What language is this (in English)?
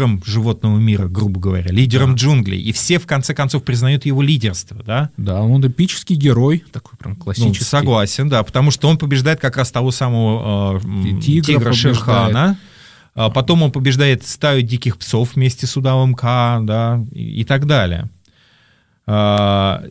Russian